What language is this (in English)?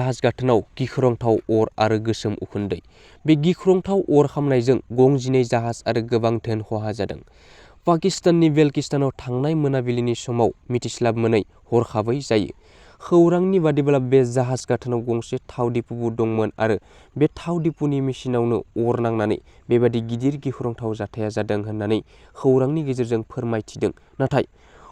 Bodo